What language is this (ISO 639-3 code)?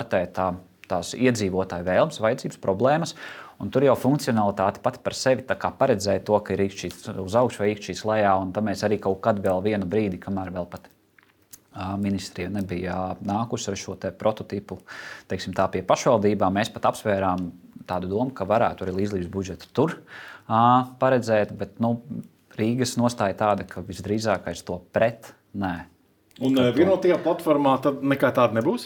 lav